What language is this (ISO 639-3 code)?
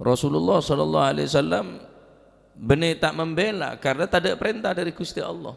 mad